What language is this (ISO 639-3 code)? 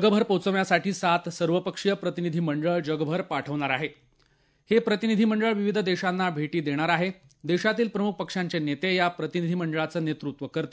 mar